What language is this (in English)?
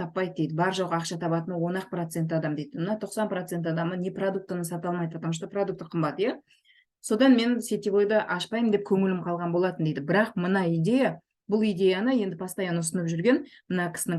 Kazakh